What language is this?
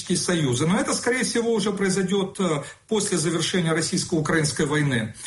Russian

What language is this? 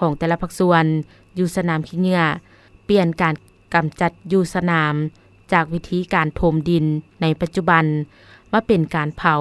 Lao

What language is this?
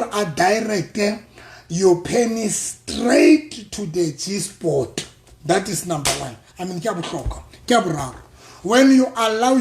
Southern Sotho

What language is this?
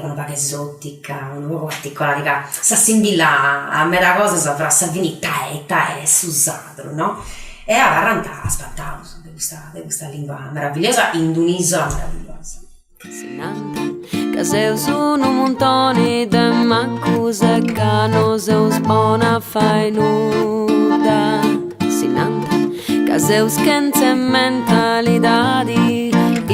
Sardinian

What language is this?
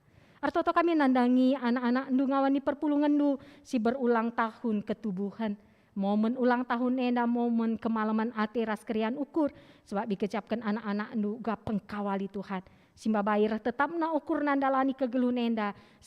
Batak Karo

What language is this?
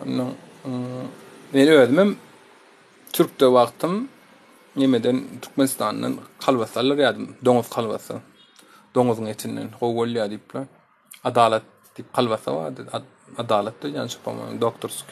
Turkmen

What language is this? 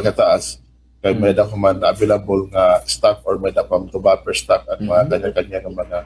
Waray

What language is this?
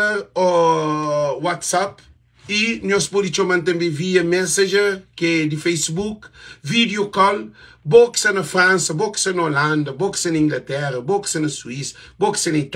Kabuverdianu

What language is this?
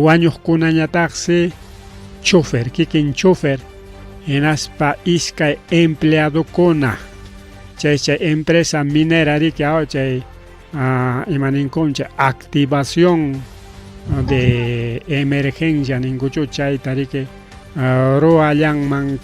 Ayacucho Quechua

